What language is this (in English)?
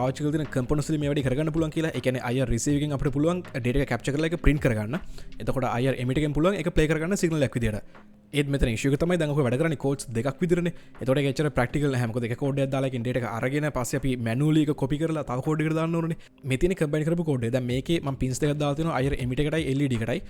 Sinhala